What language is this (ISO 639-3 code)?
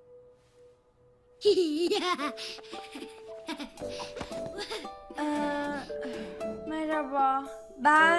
tur